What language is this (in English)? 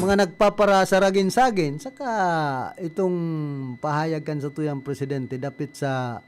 Bikol